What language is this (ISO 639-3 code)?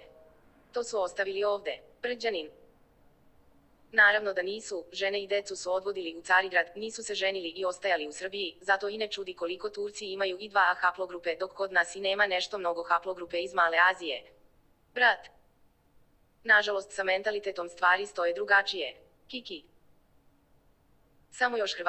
srp